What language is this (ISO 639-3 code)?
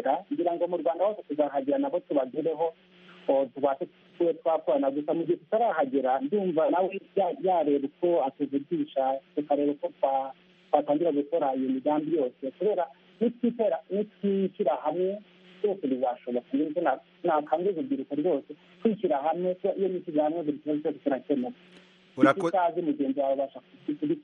kin